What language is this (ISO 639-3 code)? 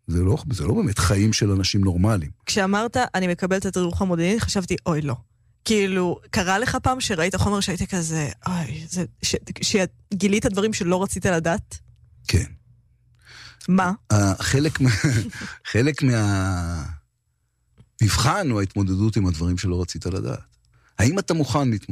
heb